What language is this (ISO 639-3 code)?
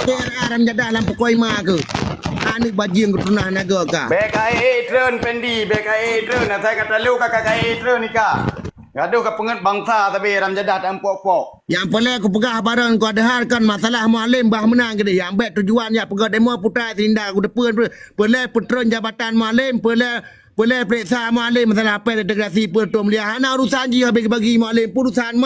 ace